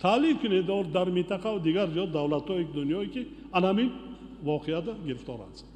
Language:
Tajik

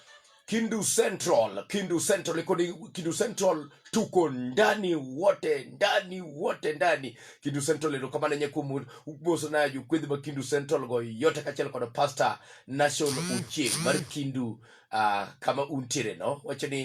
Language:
Luo (Kenya and Tanzania)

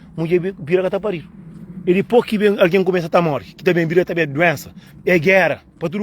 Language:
Kabuverdianu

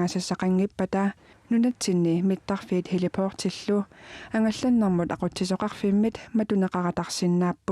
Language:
Kalaallisut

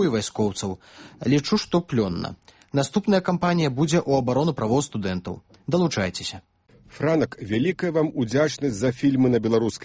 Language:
Belarusian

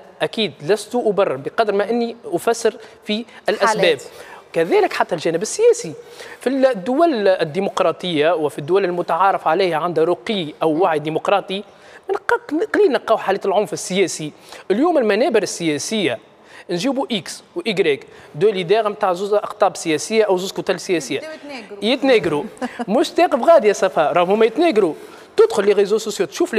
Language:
Tunisian Arabic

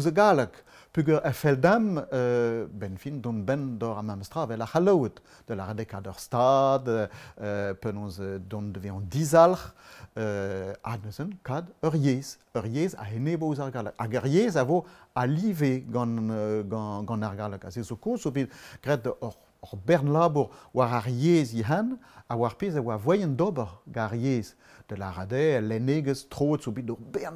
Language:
Breton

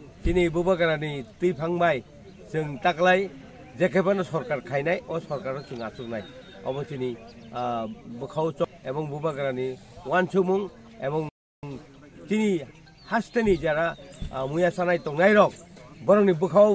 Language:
Kok Borok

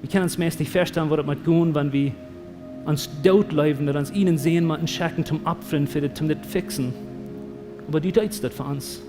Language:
Plautdietsch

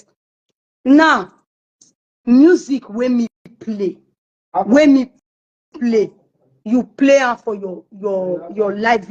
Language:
Nigerian Pidgin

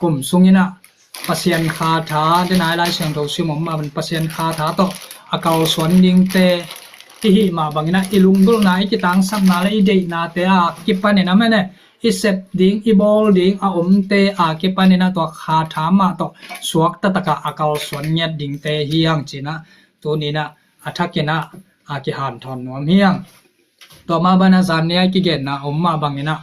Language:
Tedim Chin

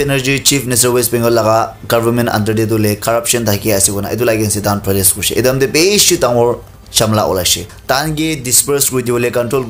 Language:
Naga Pidgin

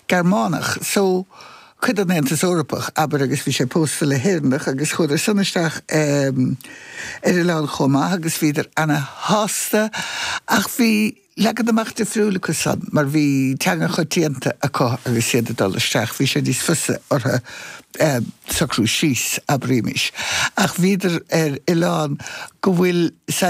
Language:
Irish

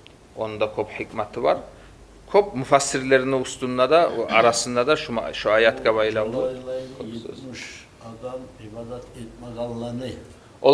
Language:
Kumyk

